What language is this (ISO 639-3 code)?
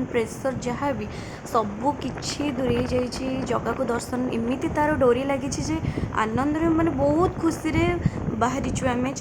ori